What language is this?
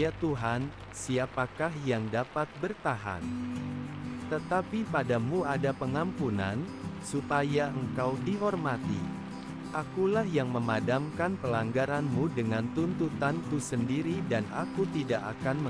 Indonesian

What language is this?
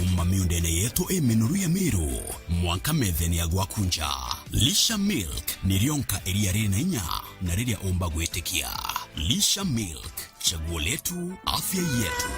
Meru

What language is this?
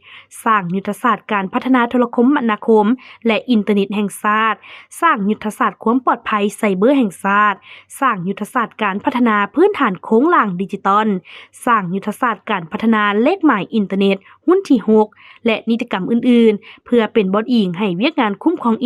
Lao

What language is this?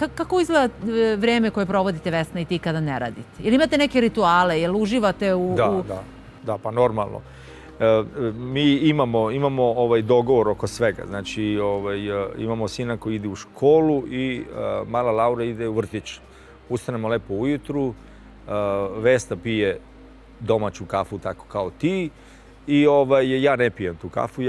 Serbian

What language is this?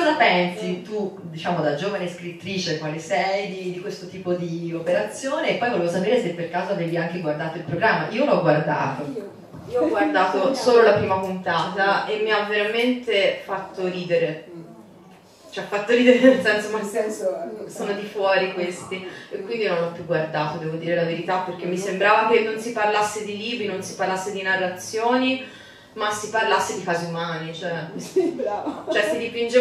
Italian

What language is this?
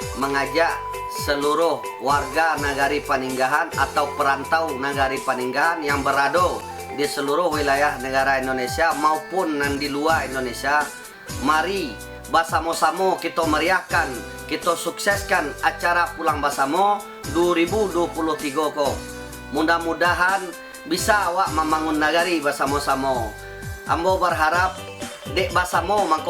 Minangkabau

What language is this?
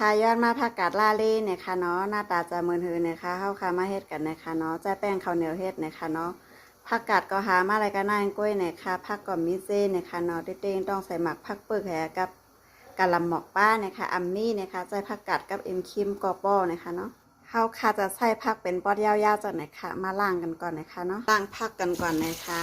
Shan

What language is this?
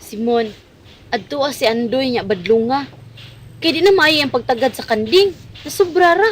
Cebuano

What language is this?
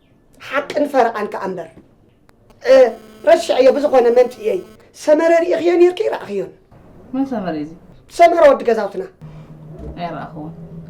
Tigrinya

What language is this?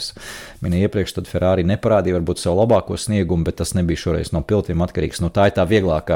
Latvian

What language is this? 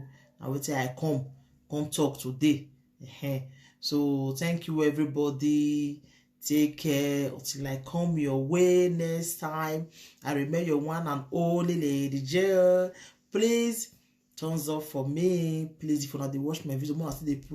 Nigerian Pidgin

